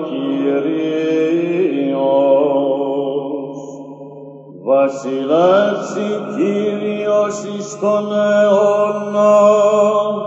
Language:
Greek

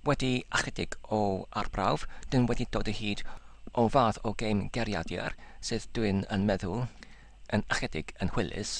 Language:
Welsh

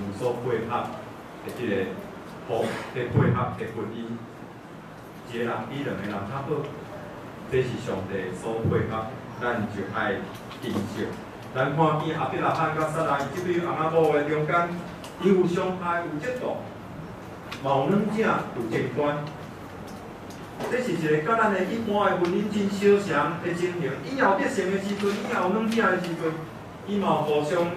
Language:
Min Nan Chinese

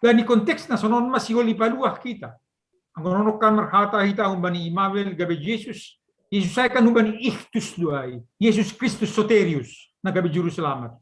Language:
Batak Simalungun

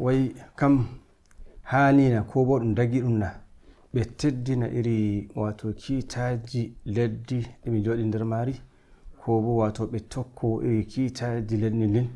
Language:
Nigerian Fulfulde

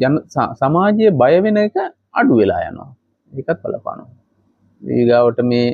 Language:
Sinhala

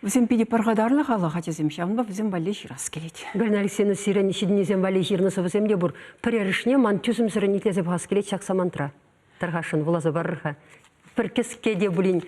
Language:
Chuvash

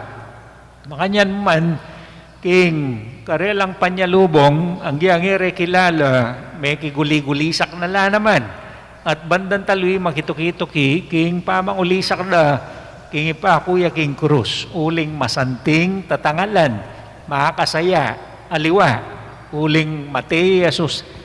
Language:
Pampanga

